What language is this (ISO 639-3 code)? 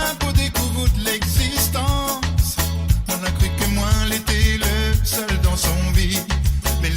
mfe